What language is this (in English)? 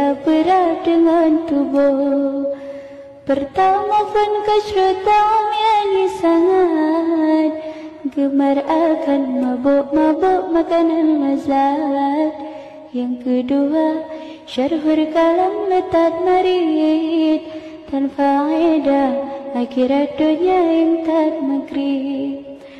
Achinese